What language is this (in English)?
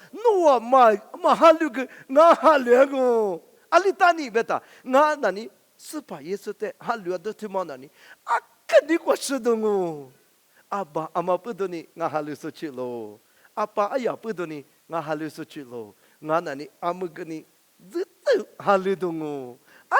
Lisu